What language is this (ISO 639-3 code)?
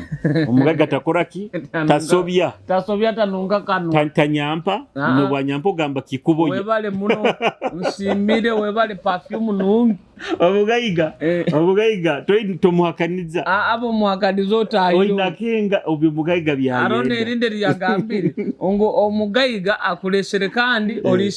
nyo